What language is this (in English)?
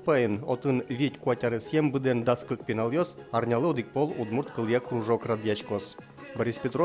Udmurt